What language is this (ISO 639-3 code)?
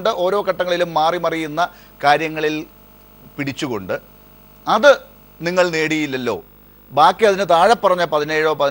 mal